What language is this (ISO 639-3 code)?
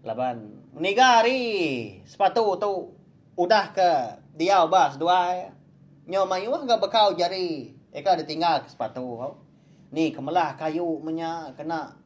iba